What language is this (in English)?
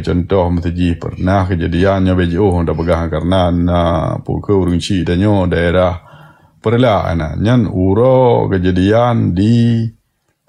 Achinese